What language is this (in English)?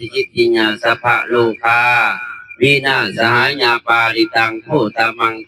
Northeastern Thai